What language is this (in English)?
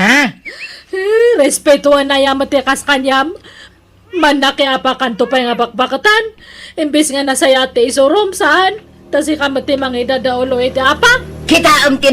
Iloko